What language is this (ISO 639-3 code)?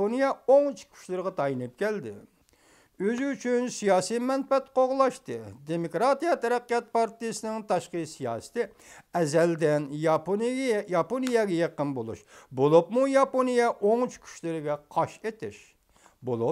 uig